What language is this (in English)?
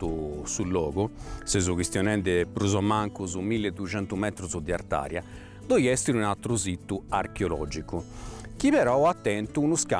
Sardinian